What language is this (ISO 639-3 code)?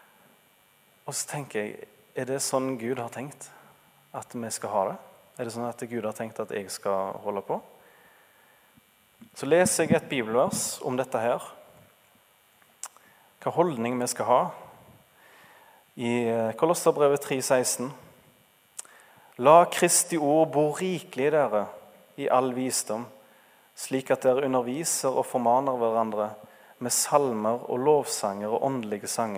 nor